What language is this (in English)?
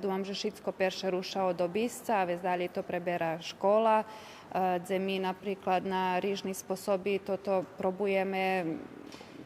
Rusyn